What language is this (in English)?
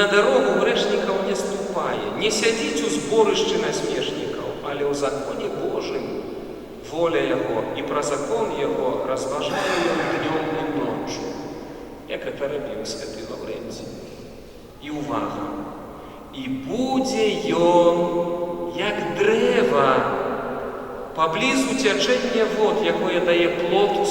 Belarusian